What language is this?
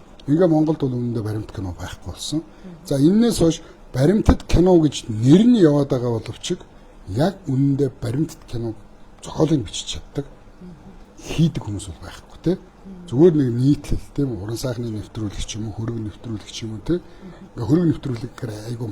Mongolian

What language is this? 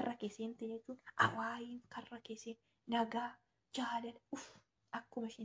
Oromo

